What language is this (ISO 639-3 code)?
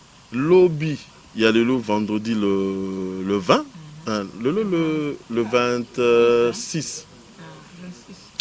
lin